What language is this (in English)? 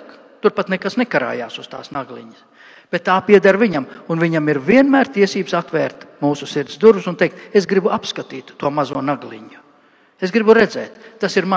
Latvian